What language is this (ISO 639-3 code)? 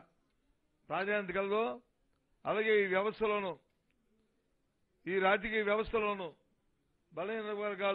tel